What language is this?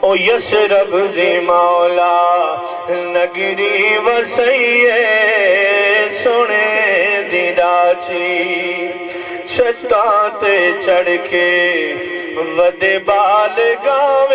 Saraiki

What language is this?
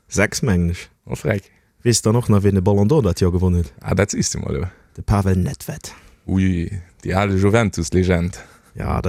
Luxembourgish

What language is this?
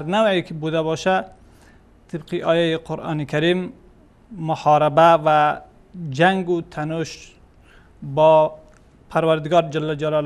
Persian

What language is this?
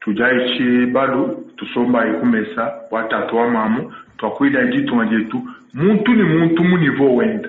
Luba-Lulua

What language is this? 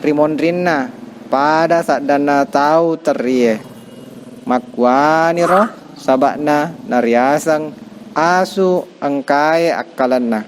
Buginese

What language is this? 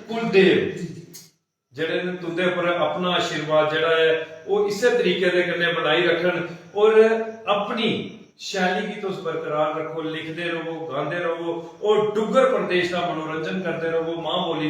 Dogri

